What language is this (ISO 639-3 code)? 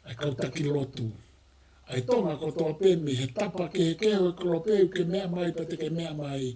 ton